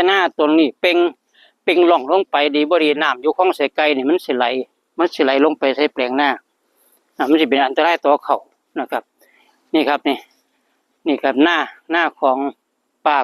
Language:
Northeastern Thai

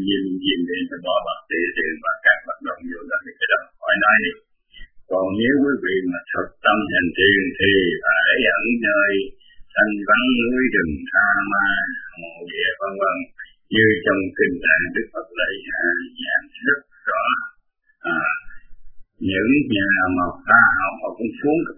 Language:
Vietnamese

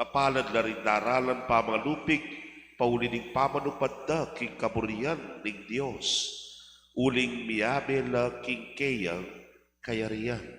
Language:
Pampanga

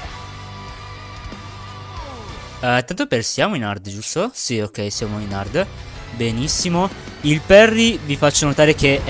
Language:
Italian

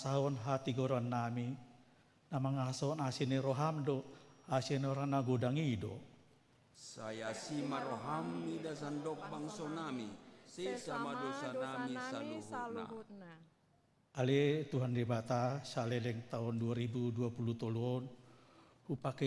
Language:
Batak Toba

